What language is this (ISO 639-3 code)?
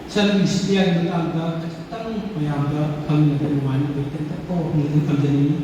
mni